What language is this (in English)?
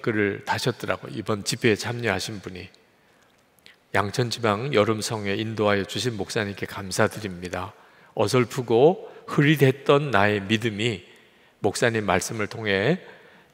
Korean